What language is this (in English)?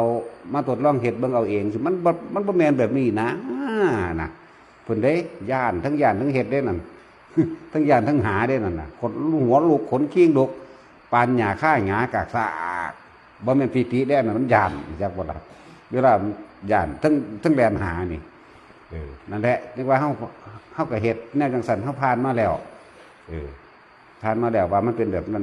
Northeastern Thai